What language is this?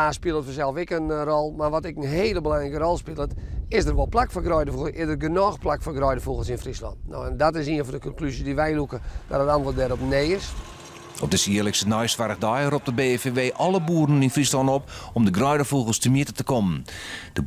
Western Frisian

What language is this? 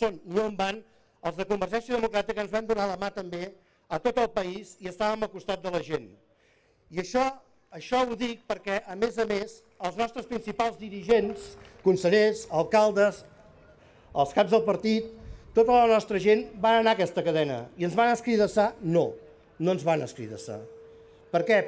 Catalan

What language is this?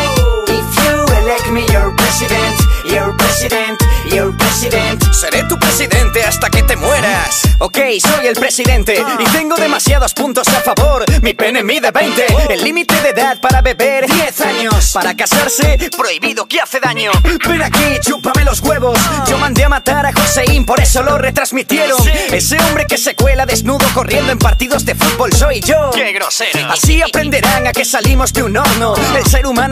Spanish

